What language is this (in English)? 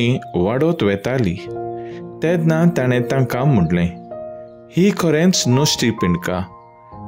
Konkani